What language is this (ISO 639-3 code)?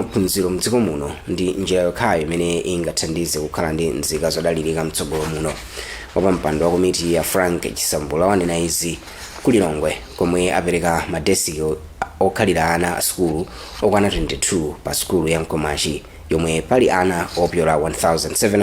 nya